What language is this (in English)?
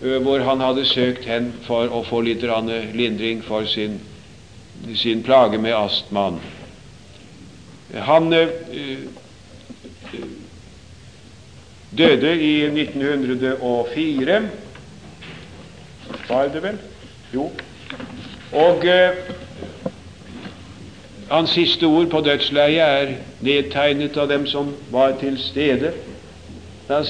Norwegian